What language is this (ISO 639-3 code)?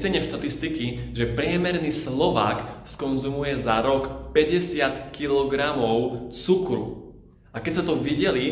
slk